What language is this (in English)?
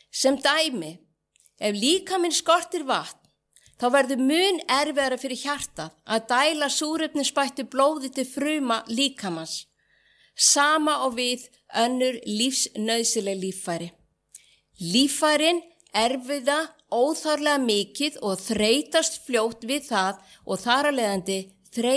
Icelandic